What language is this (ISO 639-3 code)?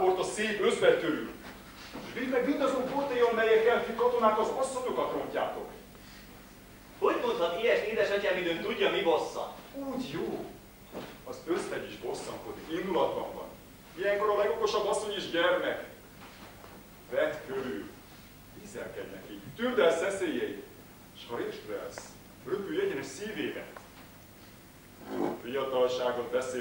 hun